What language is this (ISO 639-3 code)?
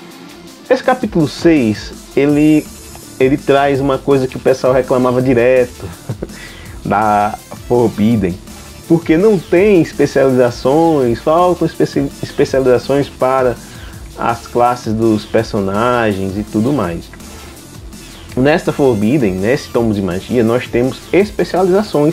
por